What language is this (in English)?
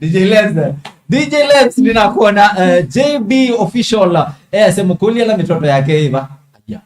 Kamba